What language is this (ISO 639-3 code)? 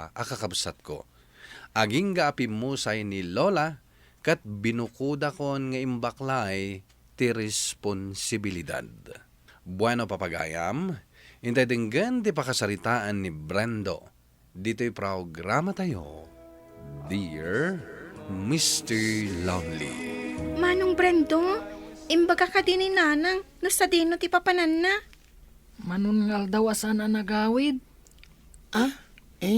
ilo